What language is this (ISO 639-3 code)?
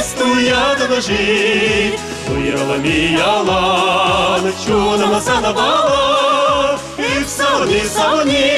chv